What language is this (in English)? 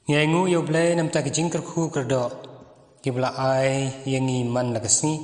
Khasi